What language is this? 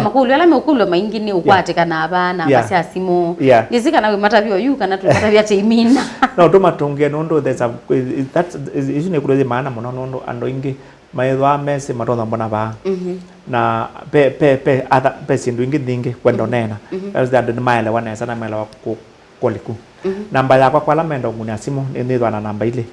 Kamba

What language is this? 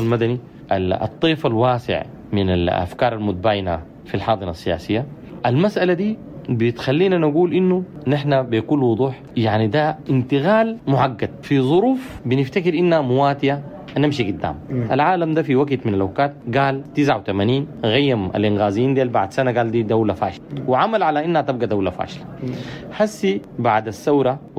Sudanese Arabic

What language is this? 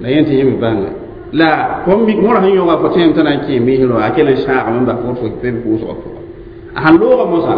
Mossi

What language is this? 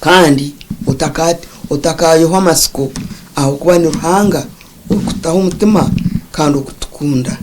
Nyankole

